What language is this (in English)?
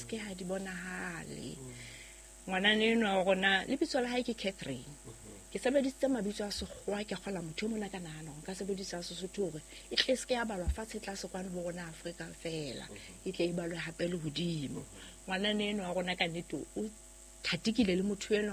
Southern Sotho